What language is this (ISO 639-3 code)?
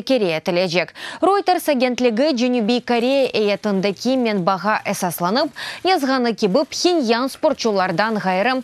crh